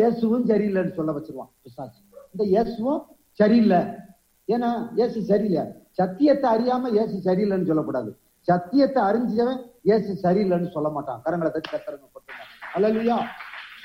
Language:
Tamil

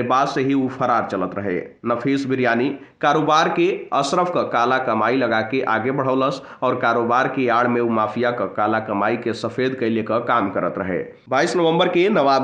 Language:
Bhojpuri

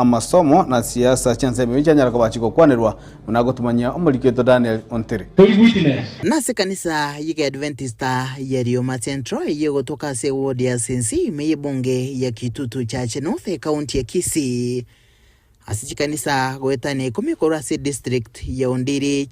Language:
Gusii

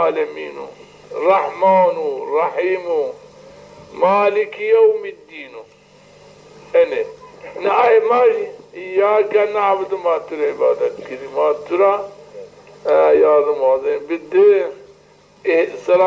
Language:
Zaza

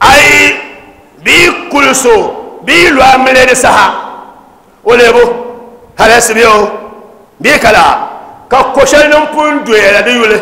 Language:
Dagbani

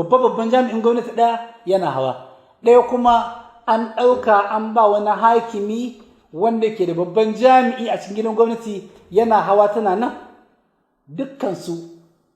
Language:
Hausa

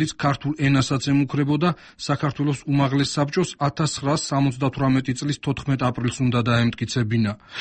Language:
Georgian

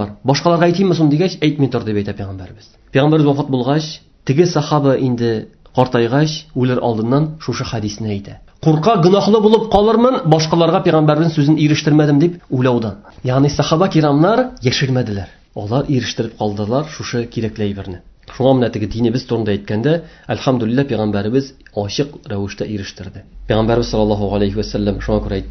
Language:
Tatar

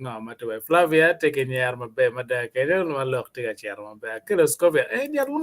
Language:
Acoli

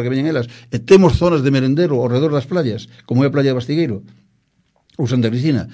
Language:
Galician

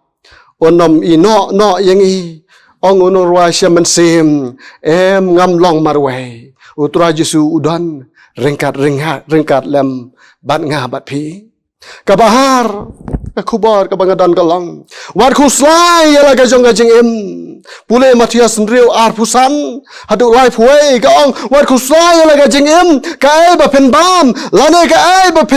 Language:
Khasi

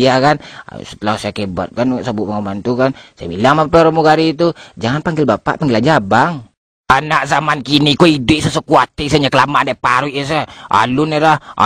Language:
Minangkabau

